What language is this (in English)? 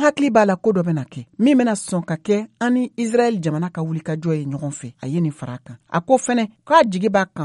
Bambara